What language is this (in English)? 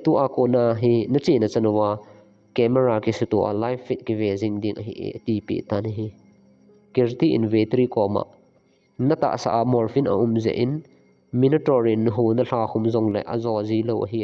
Thado Chin